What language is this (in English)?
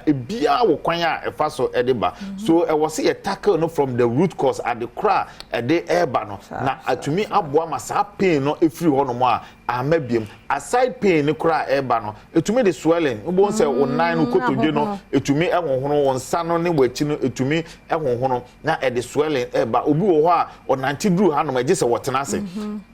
Akan